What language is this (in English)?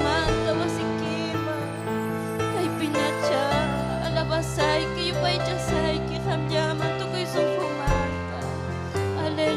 Ayacucho Quechua